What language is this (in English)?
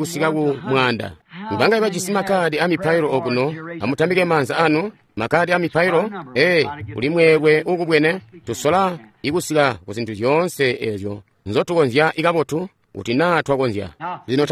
Tonga (Zambia)